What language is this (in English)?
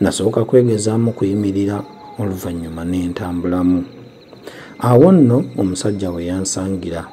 Ganda